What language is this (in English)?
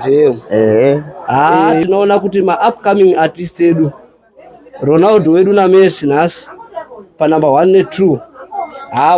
Shona